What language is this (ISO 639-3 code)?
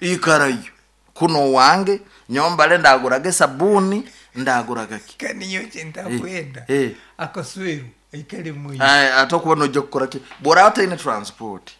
nyo